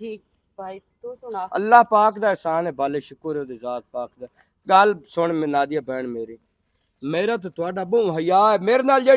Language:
Western Panjabi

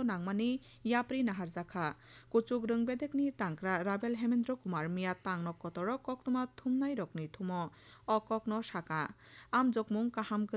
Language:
Kok Borok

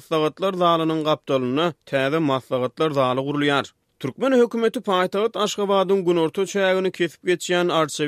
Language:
Turkmen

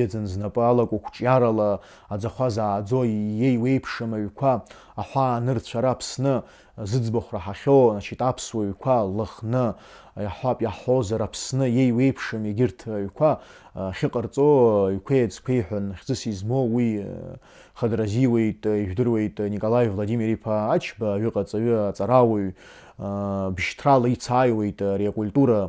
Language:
Abkhazian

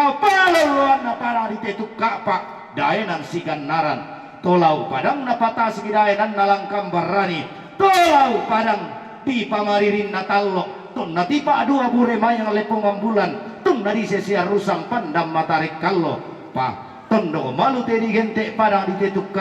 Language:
Toraja-Sa'dan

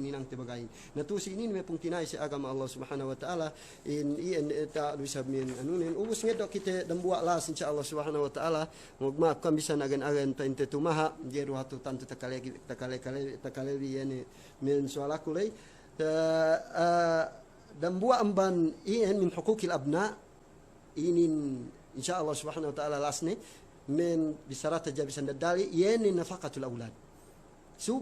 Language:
Yakan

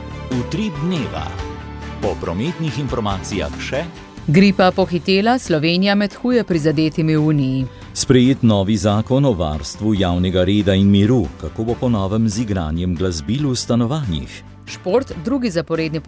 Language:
Slovenian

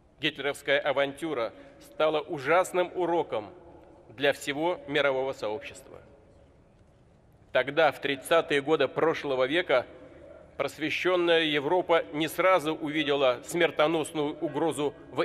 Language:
Russian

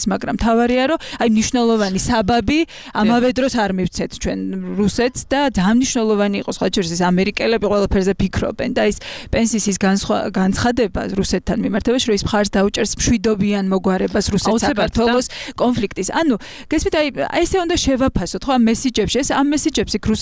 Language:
Georgian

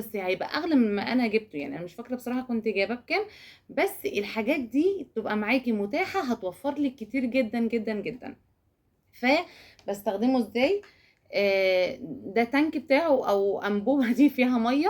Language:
Egyptian Arabic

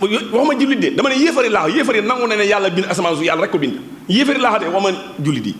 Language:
Wolof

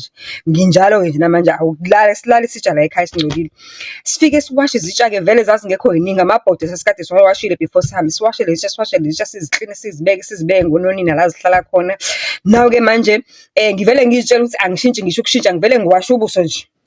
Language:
Zulu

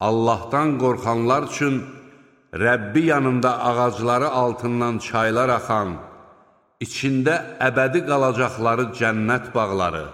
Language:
Azerbaijani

